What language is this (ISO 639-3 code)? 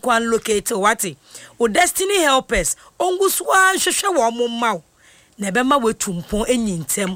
aka